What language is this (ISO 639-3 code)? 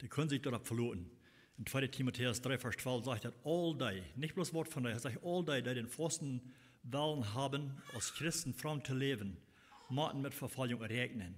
pdt